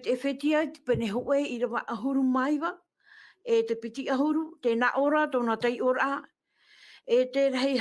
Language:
Tahitian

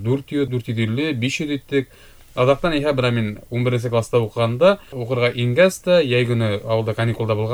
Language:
Bashkir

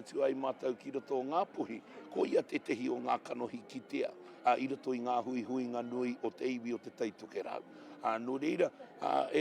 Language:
Māori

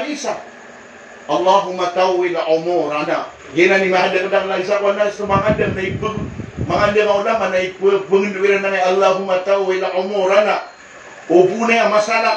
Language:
Maranao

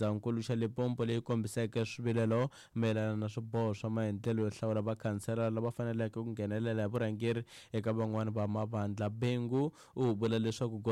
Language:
Tsonga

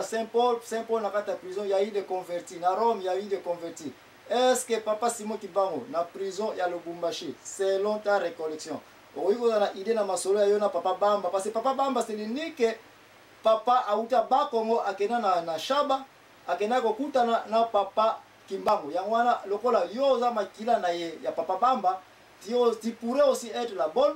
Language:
Lingala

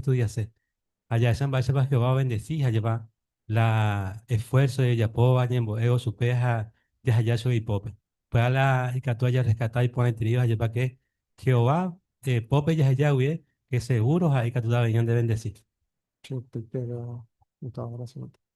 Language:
Guarani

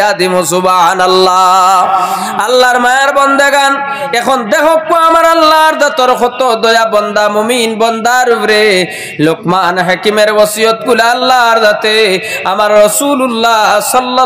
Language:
Sylheti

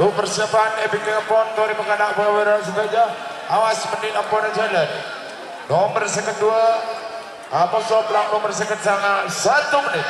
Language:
Madurese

